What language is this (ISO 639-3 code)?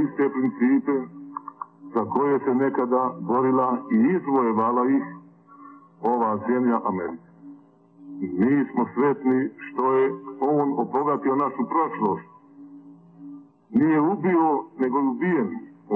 hrv